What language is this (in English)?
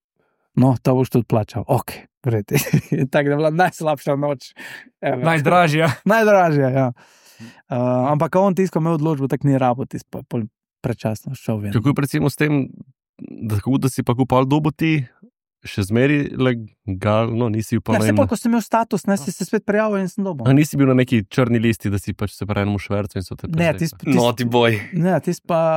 Slovenian